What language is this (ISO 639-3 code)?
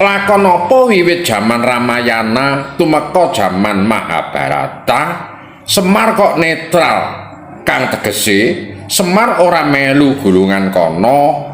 jav